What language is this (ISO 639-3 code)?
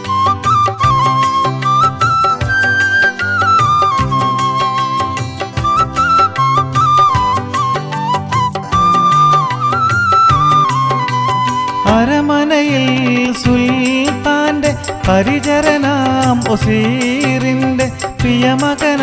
mal